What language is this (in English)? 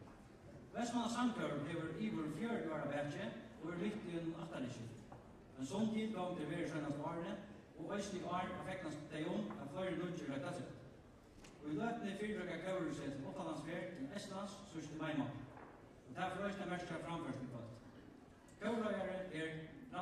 Faroese